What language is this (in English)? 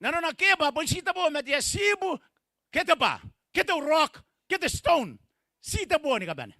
Gilbertese